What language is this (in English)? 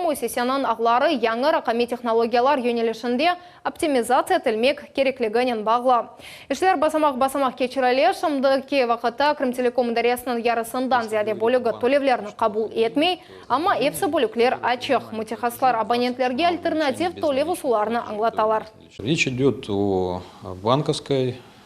Crimean Tatar